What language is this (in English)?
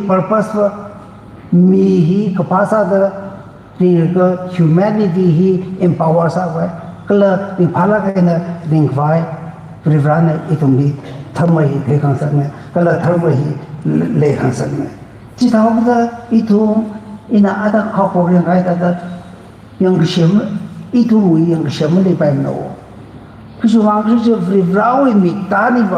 Tangkhul Naga (India)